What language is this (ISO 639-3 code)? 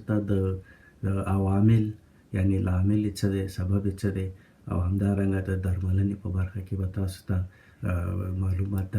pus